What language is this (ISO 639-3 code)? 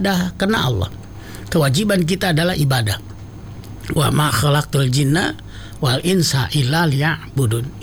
ind